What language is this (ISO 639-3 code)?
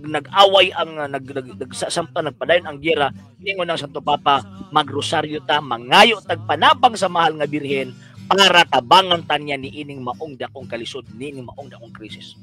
ceb